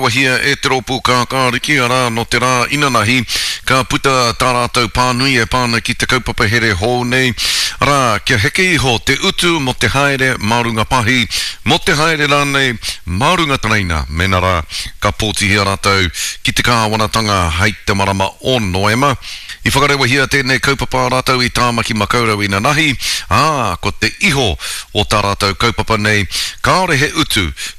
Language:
Māori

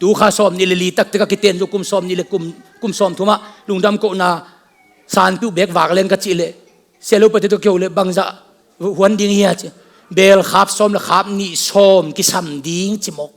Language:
Tedim Chin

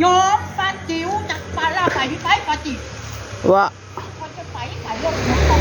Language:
Northeastern Thai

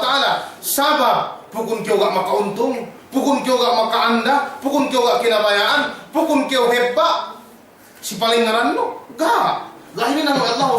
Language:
Yakan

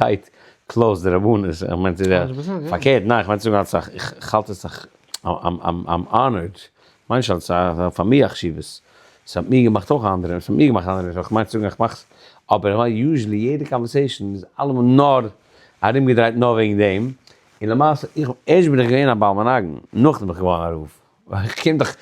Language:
Yiddish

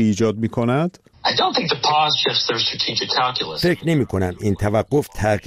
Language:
Persian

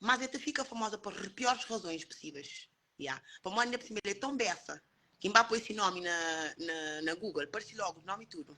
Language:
Kabuverdianu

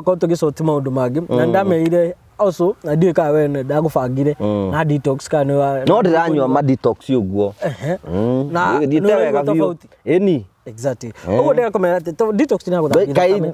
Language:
Kikuyu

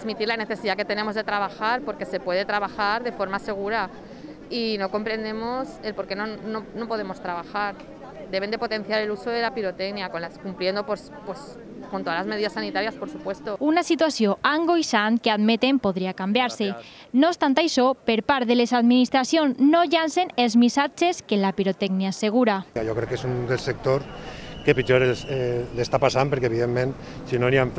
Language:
Catalan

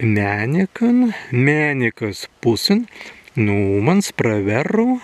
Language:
Prussian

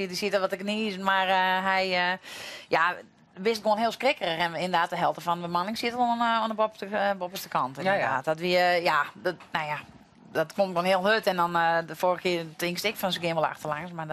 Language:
Western Frisian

